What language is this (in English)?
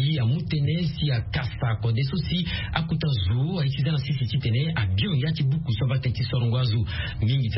Sango